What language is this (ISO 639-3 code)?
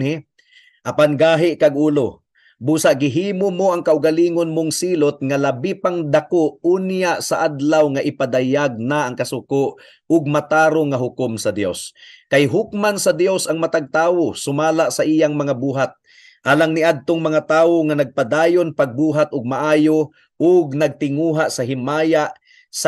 ceb